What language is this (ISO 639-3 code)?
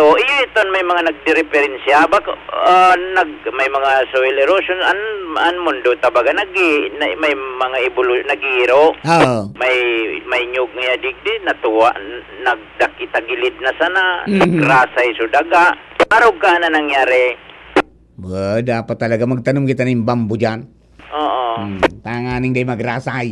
bik